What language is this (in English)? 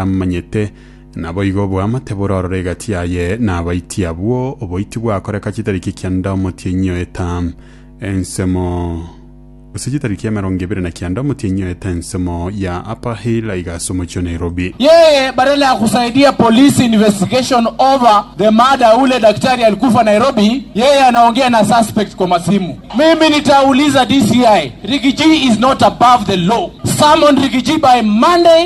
Gusii